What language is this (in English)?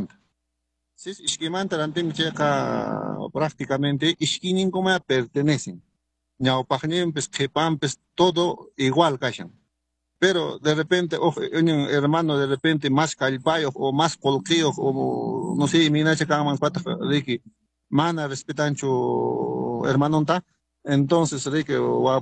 Quechua